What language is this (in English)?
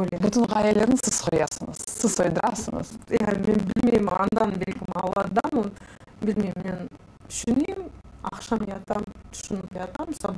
Crimean Tatar